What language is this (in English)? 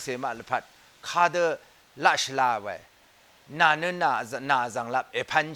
Rawang